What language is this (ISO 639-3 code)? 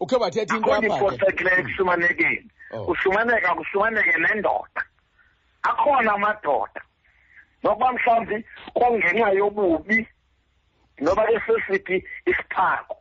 xho